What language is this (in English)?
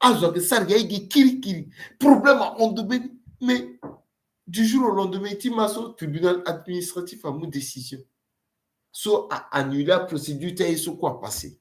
Sango